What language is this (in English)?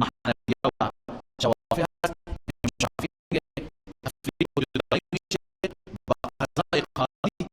Persian